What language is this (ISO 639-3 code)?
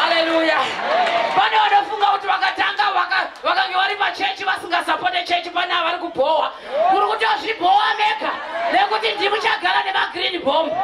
sna